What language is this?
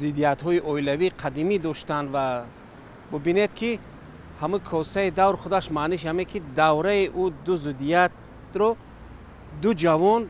Tajik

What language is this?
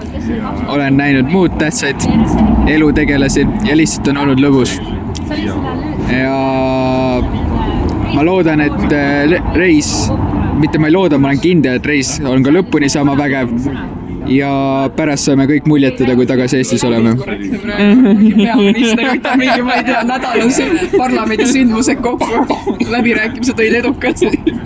Estonian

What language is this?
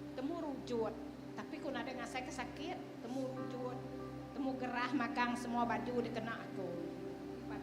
Iban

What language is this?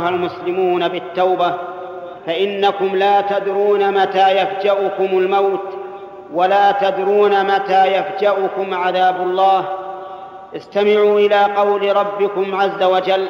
Arabic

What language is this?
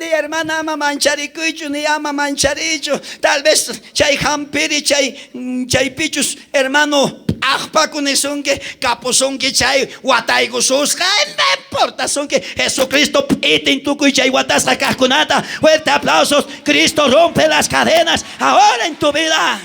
South Bolivian Quechua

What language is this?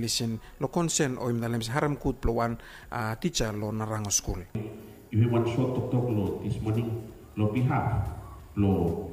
Bislama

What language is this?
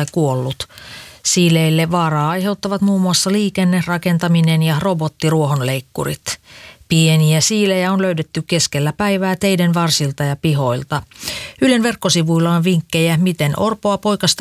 Finnish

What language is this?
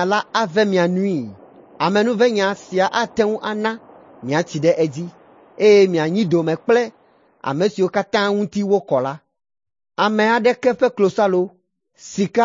Ewe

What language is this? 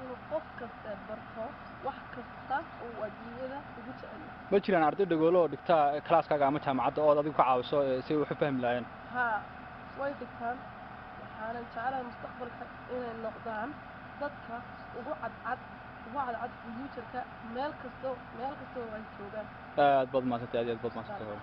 Somali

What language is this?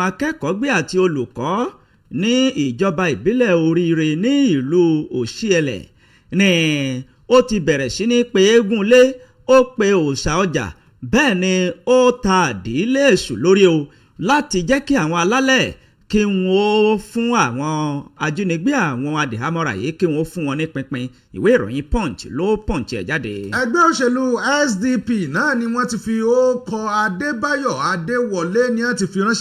Yoruba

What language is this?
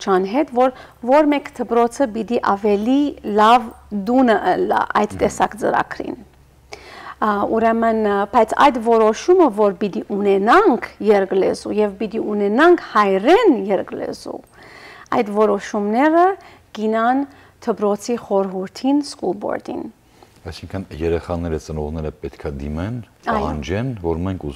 Western Armenian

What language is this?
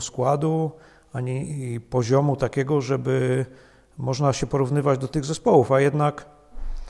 Polish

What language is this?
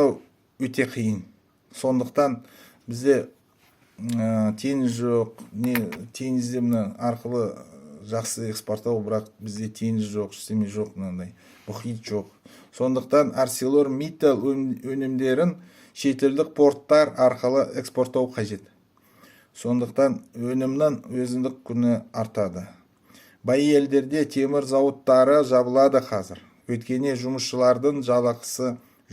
Kazakh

